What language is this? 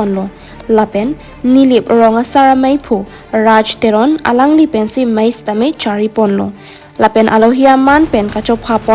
Karbi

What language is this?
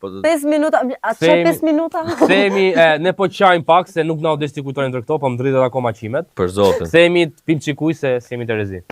Albanian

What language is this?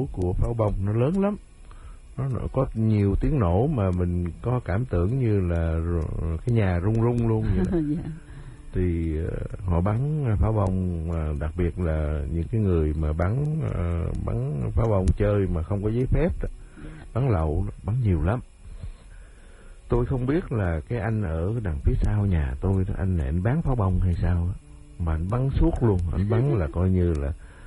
Vietnamese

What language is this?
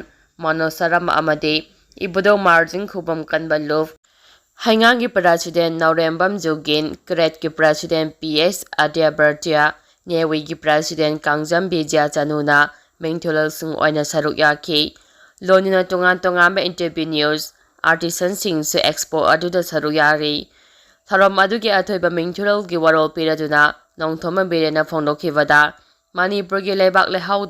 Manipuri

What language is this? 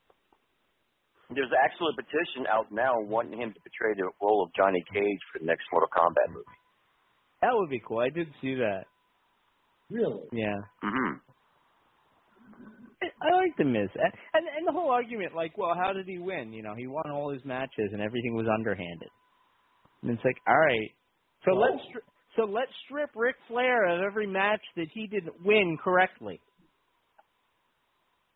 English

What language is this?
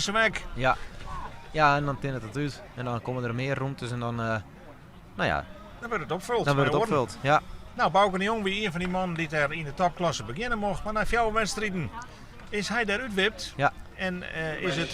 Western Frisian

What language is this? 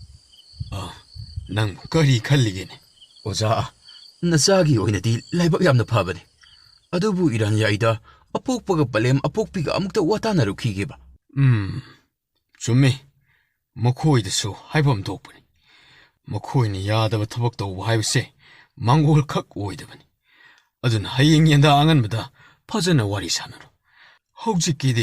Manipuri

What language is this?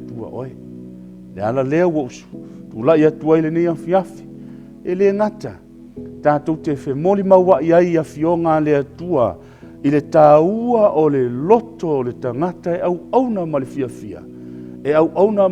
Samoan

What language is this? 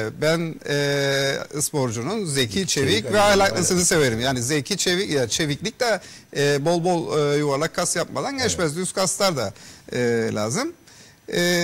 Turkish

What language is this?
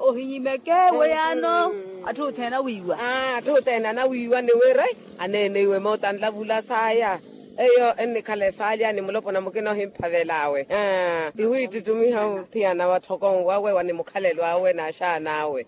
Makhuwa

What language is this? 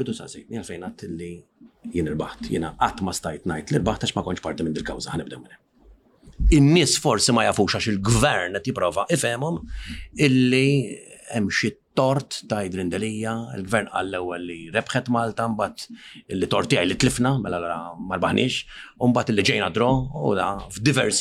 Maltese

